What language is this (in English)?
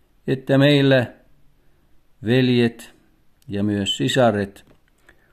Finnish